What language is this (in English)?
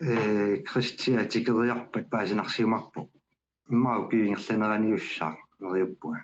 Kalaallisut